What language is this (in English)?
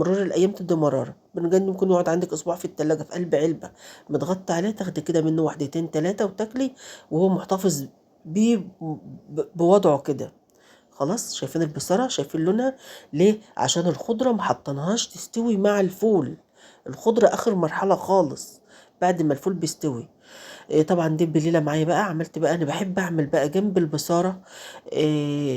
Egyptian Arabic